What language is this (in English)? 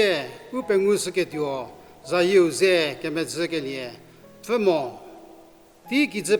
Angami Naga